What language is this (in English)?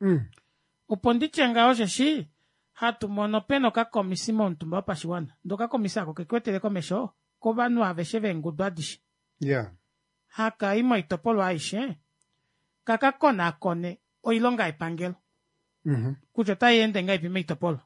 Kuanyama